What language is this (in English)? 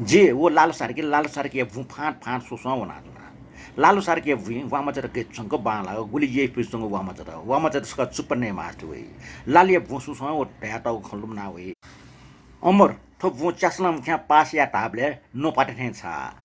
Newari